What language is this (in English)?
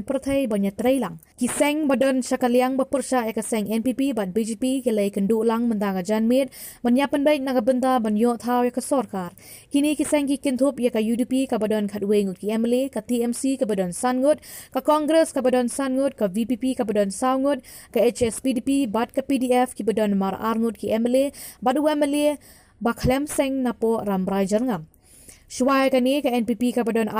Khasi